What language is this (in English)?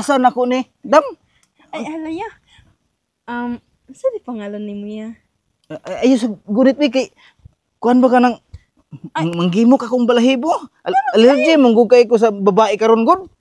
Cebuano